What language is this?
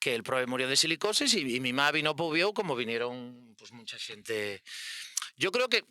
Asturian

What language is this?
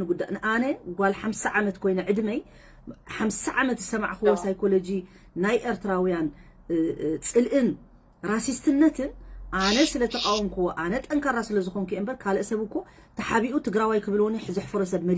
Tigrinya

